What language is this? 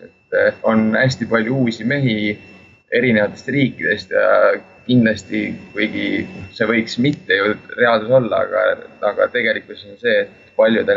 Estonian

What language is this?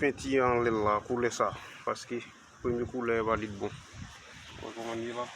Haitian Creole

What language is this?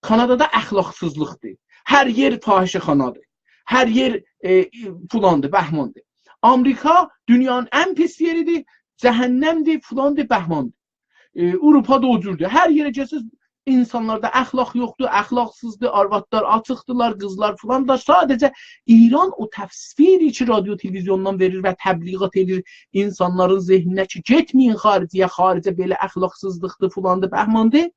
South Azerbaijani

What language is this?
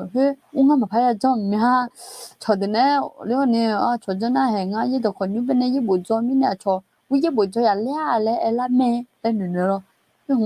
Akha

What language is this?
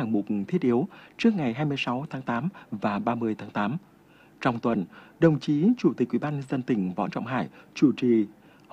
Vietnamese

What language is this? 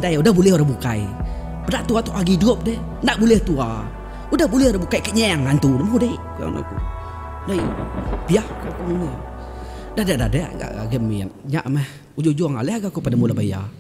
Iban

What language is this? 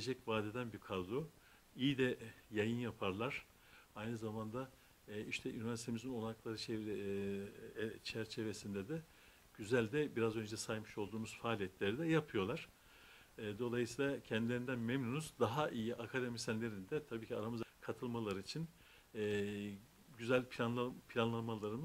Turkish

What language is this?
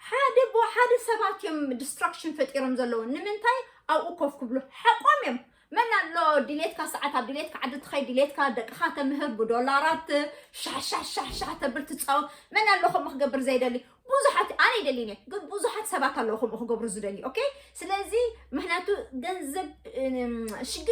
Tigrinya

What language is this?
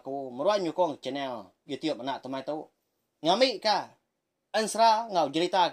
Iban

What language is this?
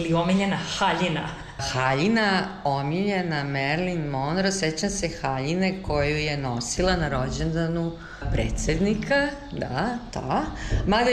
Serbian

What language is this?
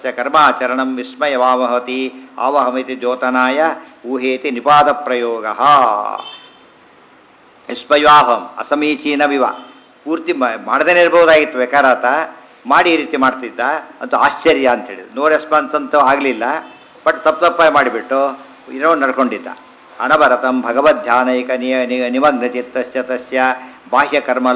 Kannada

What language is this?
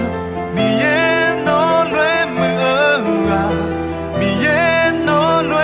Akha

